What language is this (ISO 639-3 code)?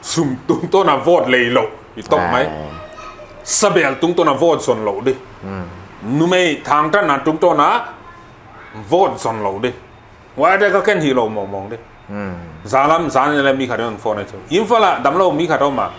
pck